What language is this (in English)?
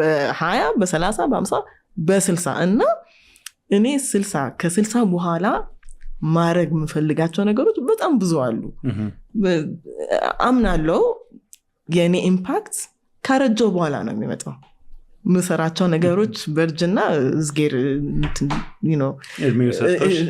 Amharic